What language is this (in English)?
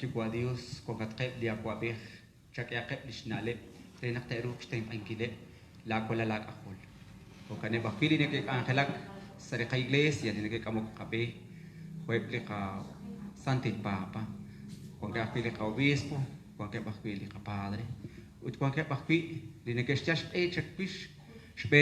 Kekchí